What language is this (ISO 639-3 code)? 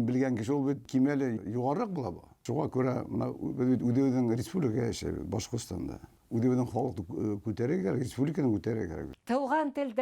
bak